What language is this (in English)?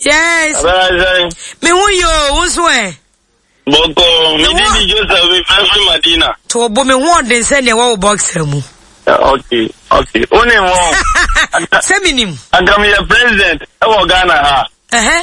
Akan